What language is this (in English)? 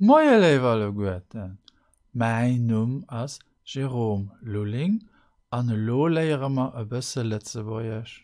Luxembourgish